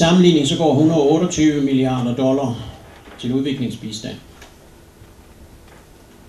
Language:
Danish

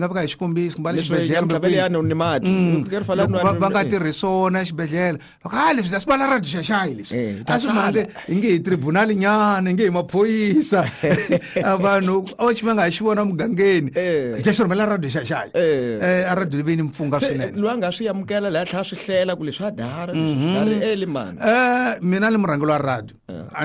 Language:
Tsonga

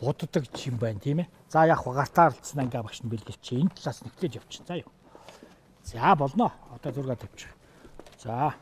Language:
Mongolian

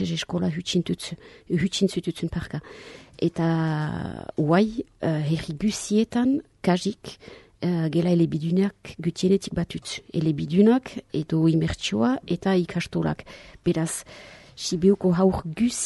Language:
Basque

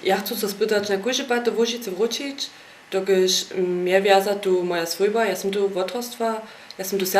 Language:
Upper Sorbian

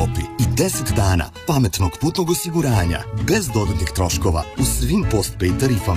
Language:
Serbian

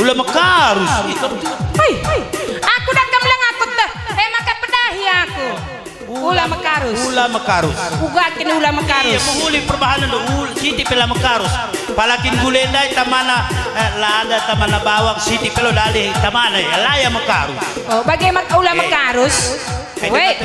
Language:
Batak Karo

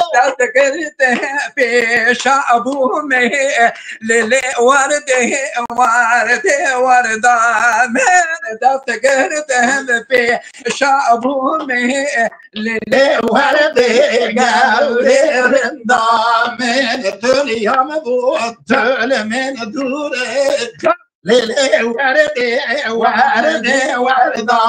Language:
Kurdish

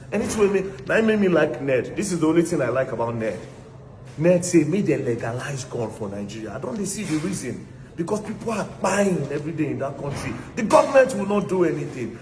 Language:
Nigerian Pidgin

